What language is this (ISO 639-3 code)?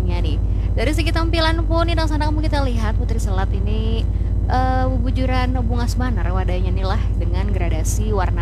bjn